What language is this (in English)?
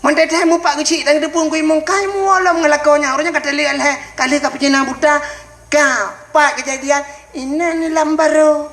Achinese